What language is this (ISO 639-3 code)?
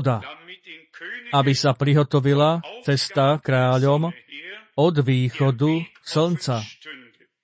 slk